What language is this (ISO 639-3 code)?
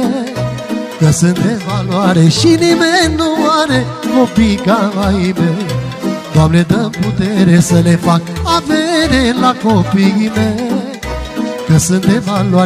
ron